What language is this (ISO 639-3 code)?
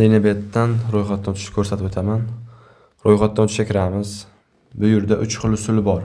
uzb